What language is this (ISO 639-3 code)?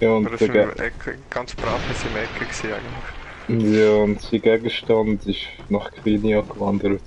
gsw